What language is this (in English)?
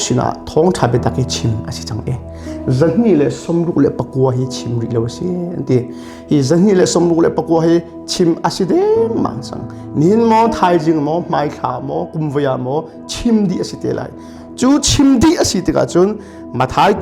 Hakha Chin